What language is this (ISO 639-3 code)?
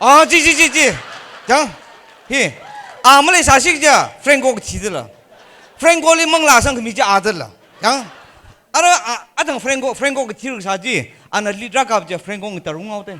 nmf